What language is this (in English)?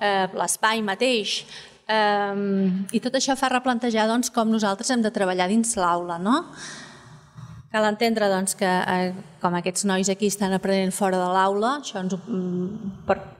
Catalan